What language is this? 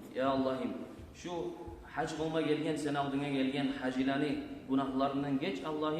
Kumyk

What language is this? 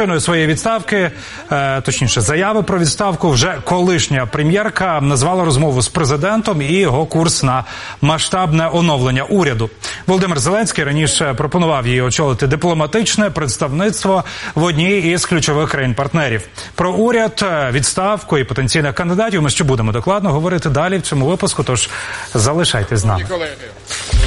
Ukrainian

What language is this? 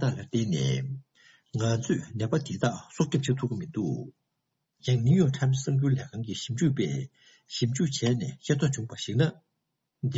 Tibetan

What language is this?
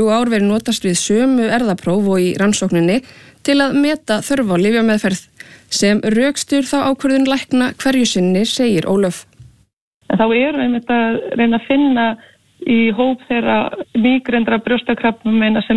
Icelandic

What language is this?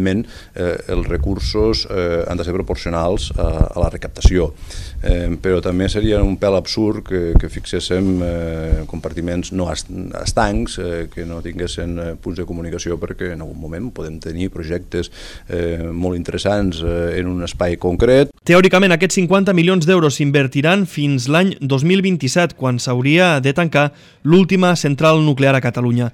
Catalan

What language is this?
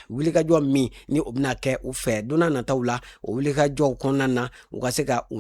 Bambara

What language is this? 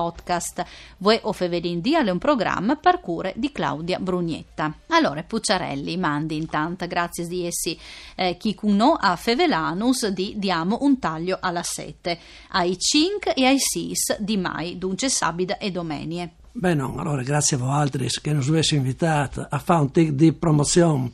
Friulian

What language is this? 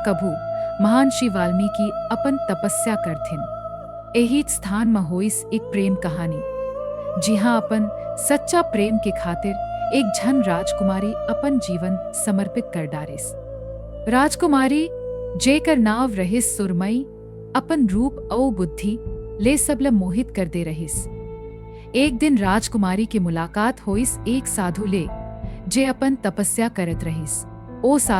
Chhattisgarhi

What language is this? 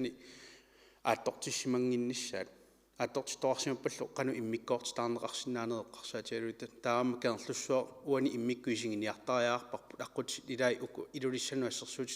Kalaallisut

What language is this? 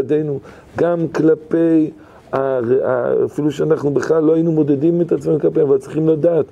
Hebrew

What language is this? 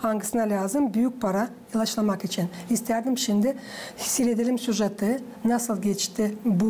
Gagauz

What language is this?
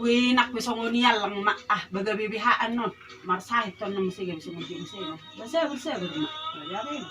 Batak Toba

